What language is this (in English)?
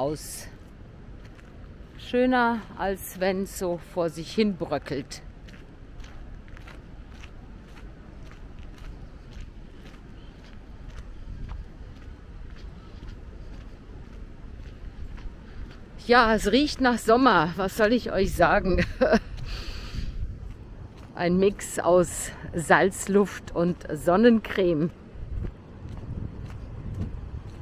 German